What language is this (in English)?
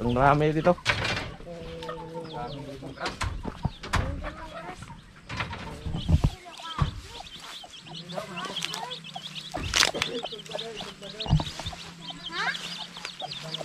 Filipino